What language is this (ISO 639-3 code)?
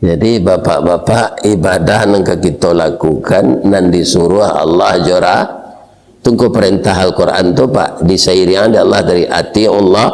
min